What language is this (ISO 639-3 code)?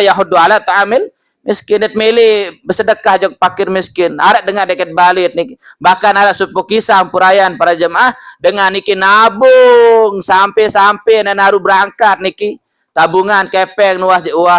sas